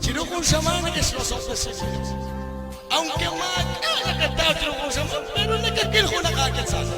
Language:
Kekchí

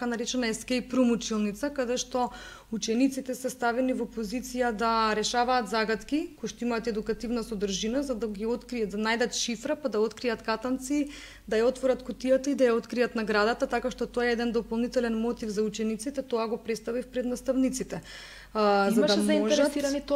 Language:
Macedonian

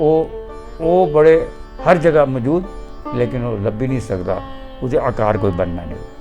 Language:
Dogri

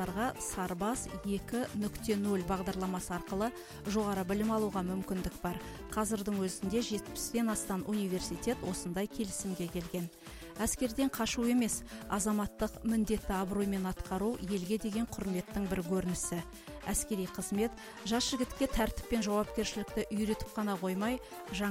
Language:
Kazakh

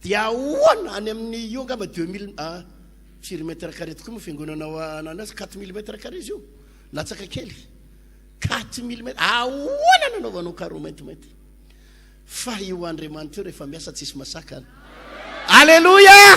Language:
Malagasy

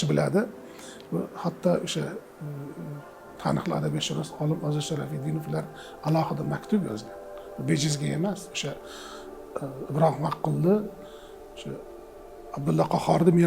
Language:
Uzbek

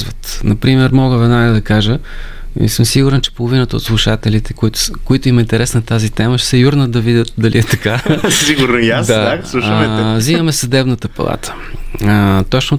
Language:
Bulgarian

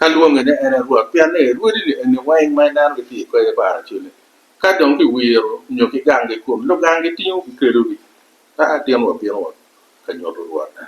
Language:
Acoli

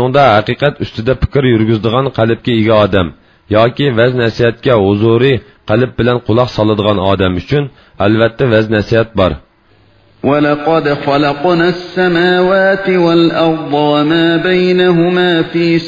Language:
Uyghur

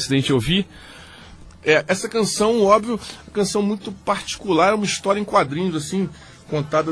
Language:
Portuguese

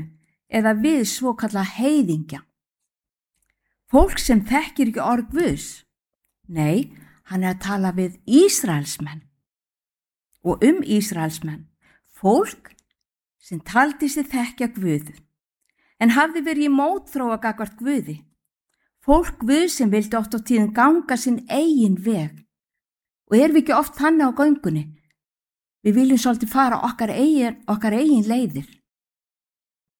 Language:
Icelandic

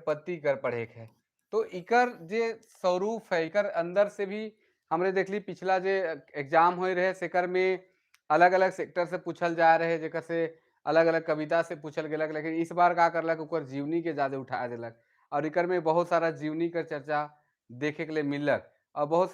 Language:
Sadri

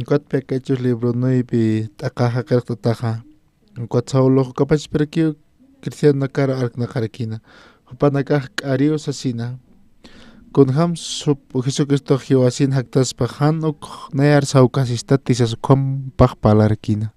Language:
Aymara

